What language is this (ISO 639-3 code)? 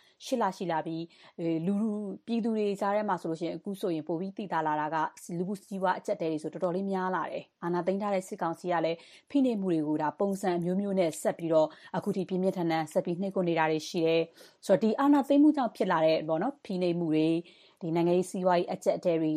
mya